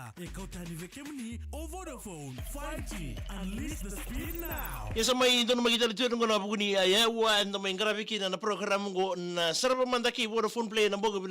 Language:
Fijian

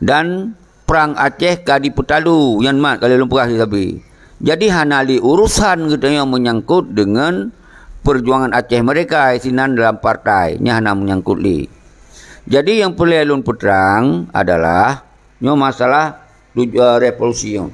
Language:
Achinese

